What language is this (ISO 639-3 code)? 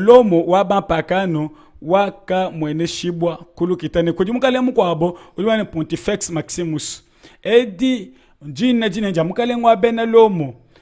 lua